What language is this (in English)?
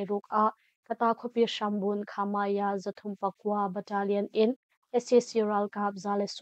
Hakha Chin